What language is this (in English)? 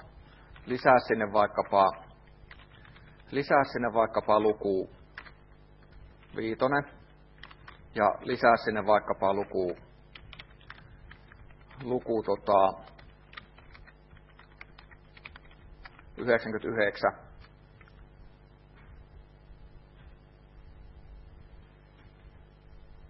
Finnish